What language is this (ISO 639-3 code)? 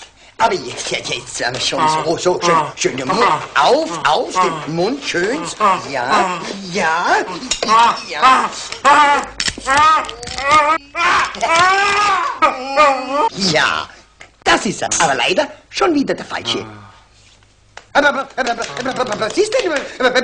deu